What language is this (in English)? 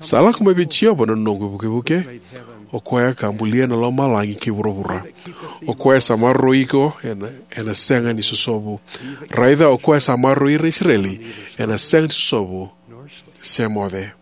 Fijian